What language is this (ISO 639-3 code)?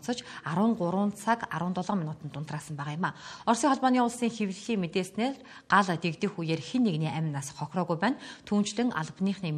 mon